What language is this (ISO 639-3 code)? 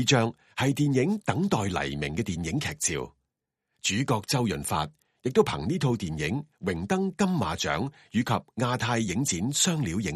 yue